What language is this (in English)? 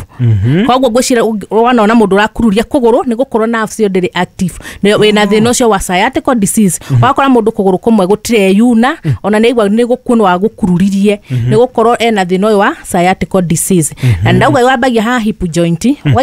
Kikuyu